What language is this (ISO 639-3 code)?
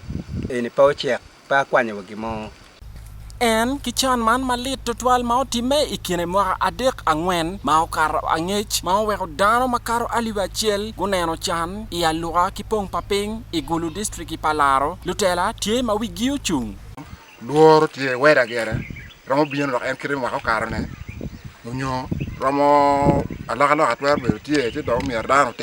ach